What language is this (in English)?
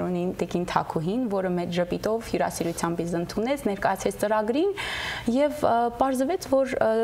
Western Armenian